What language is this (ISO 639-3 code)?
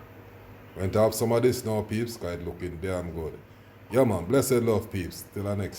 jam